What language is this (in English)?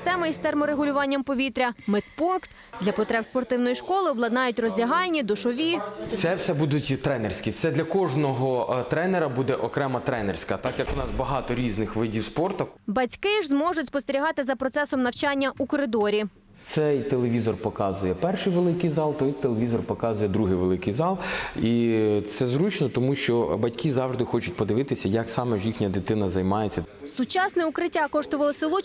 Ukrainian